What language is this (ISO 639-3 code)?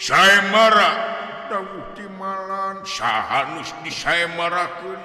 sun